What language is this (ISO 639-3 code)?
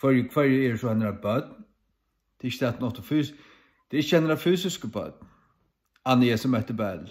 fao